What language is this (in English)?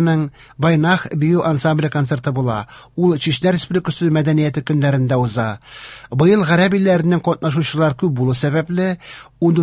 Tatar